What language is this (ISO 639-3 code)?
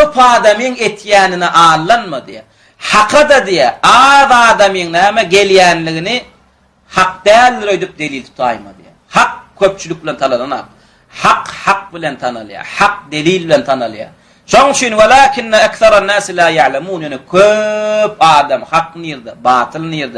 tuk